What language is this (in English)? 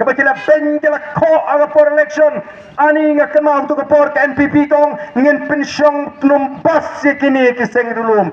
Khasi